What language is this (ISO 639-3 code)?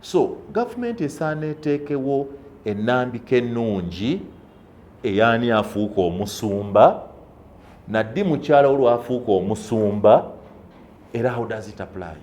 lug